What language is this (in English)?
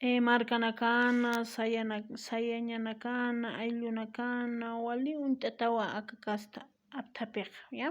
Aymara